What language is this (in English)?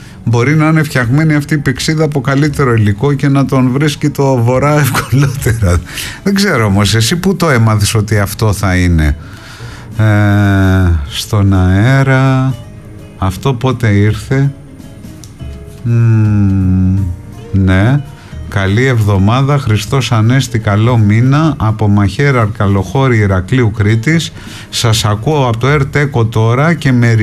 Greek